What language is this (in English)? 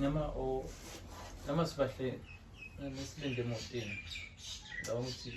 Zulu